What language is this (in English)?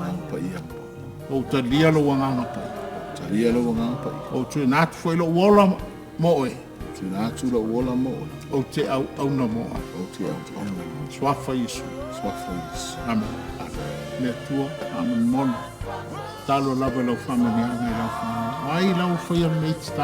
Samoan